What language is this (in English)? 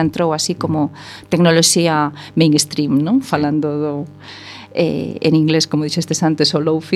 Galician